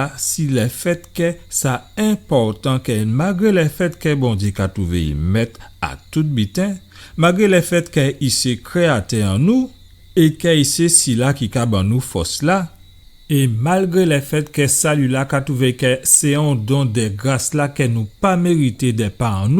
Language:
Guadeloupean Creole French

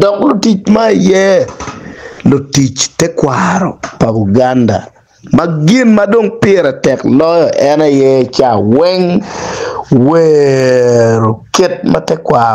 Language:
Acoli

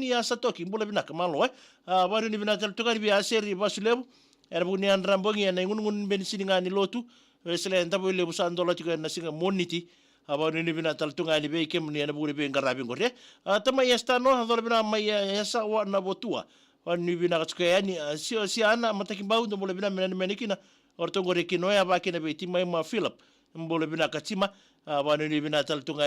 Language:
Fijian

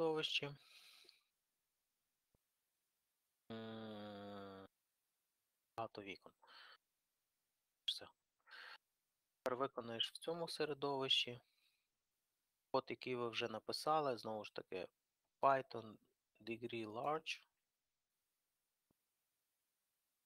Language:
Ukrainian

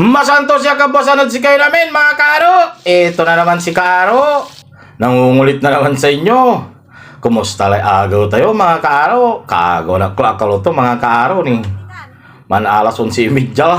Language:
Pangasinan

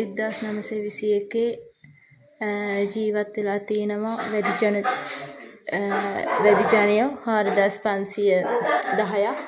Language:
Sinhala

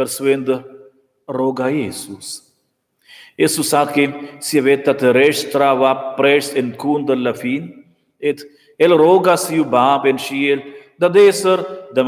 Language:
Romansh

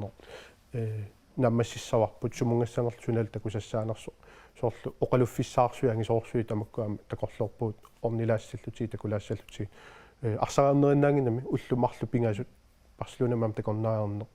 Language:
Kalaallisut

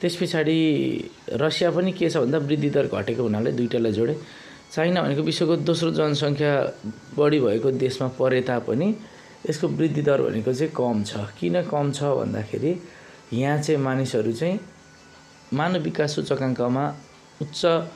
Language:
Nepali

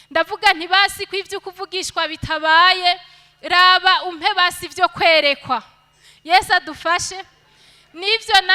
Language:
Rundi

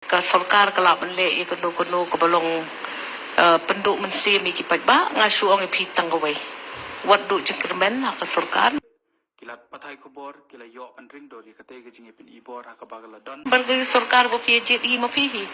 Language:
Khasi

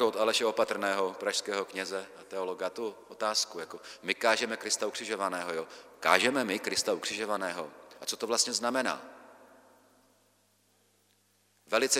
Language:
Czech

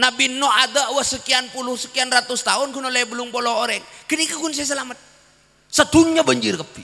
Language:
Madurese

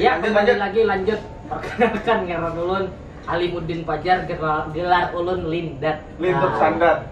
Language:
Banjar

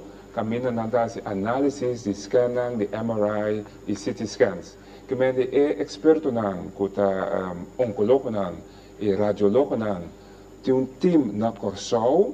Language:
Papiamento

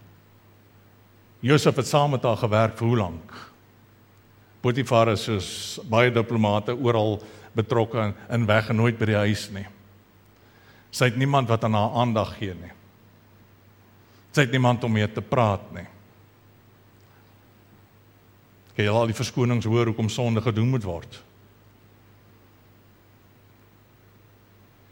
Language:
Afrikaans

